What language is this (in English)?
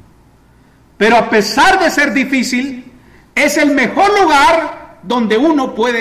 Spanish